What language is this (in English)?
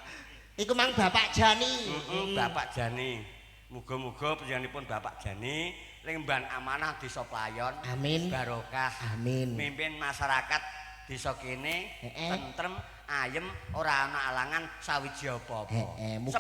Javanese